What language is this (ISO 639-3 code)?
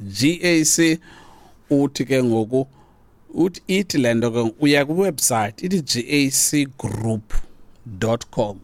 xho